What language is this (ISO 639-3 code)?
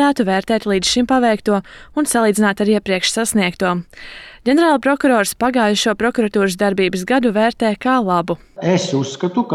lav